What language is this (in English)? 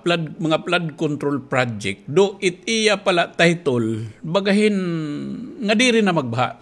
Waray